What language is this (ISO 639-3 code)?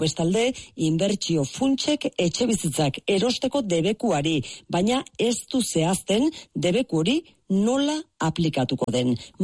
eus